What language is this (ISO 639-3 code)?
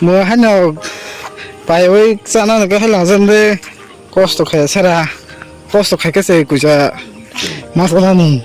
trp